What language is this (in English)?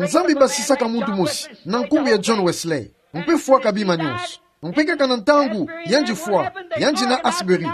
Kituba (Democratic Republic of Congo)